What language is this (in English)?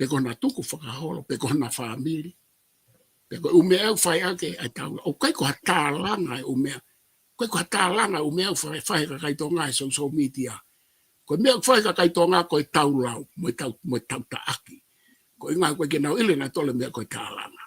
Tongan